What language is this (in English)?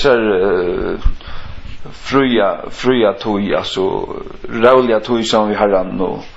Faroese